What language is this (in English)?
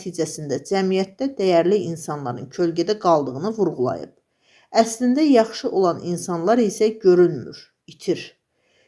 Azerbaijani